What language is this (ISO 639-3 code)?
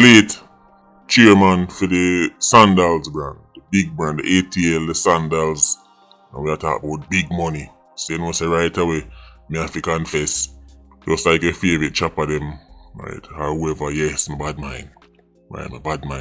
jam